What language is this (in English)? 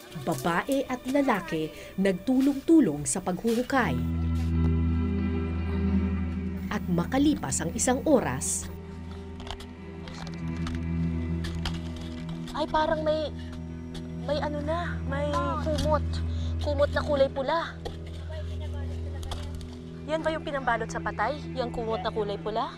Filipino